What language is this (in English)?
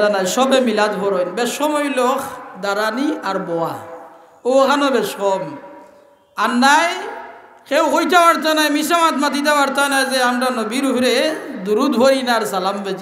Sylheti